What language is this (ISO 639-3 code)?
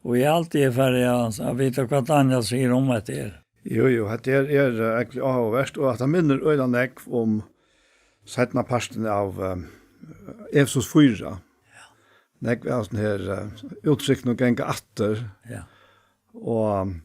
fao